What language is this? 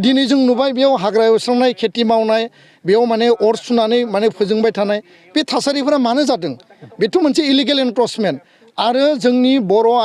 Bodo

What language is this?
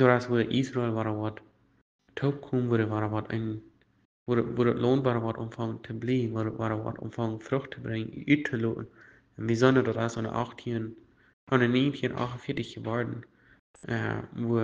Plautdietsch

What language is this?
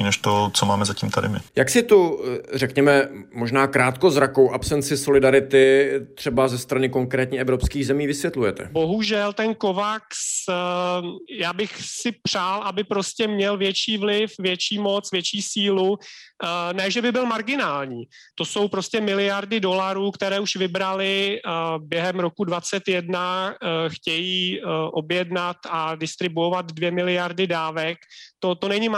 Czech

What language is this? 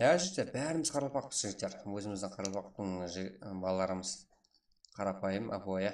Kara-Kalpak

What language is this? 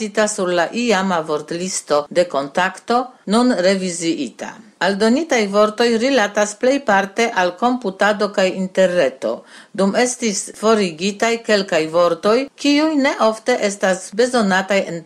Esperanto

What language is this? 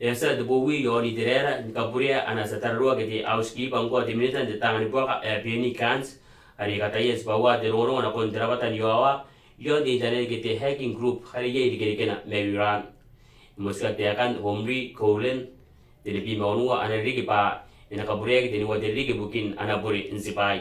Gilbertese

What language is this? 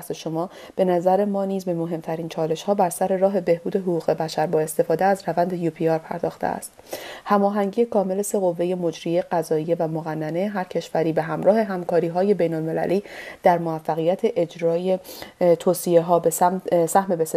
Persian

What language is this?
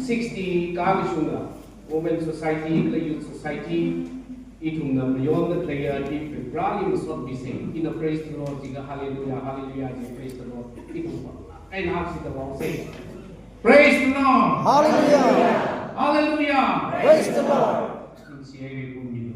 Tangkhul Naga (India)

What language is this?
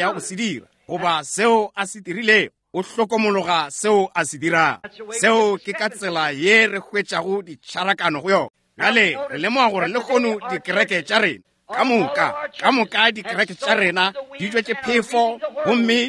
Northern Sotho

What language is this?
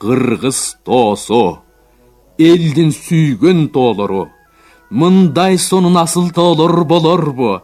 Kyrgyz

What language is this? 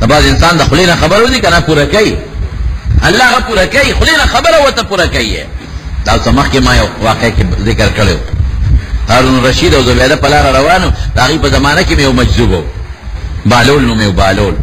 Pashto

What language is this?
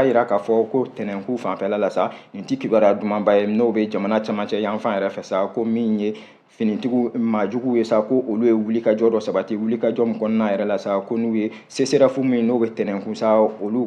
Bambara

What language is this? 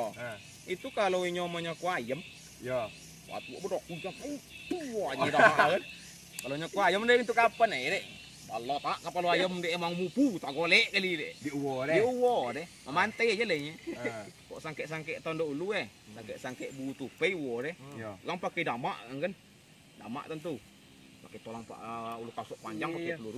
Minangkabau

